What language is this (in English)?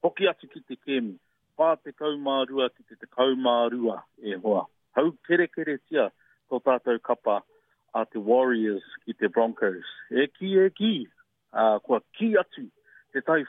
Māori